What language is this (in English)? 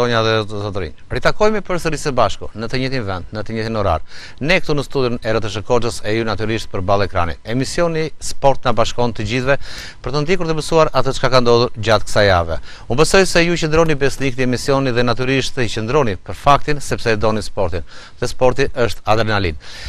Albanian